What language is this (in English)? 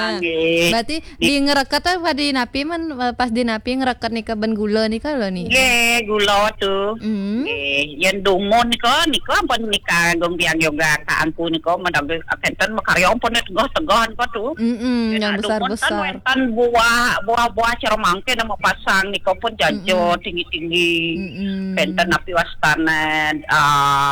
Balinese